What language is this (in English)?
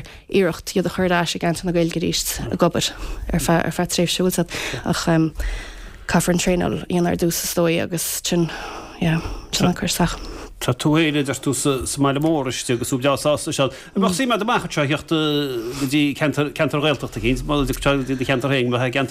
Irish